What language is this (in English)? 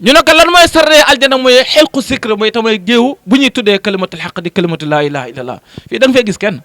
Wolof